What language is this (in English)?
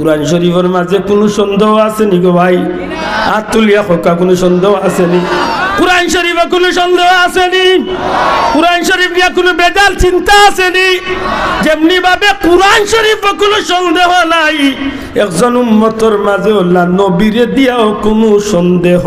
Sylheti